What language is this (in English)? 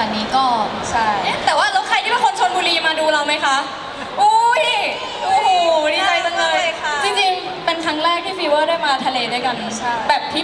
Thai